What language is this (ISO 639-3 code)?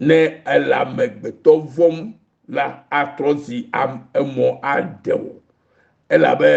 ewe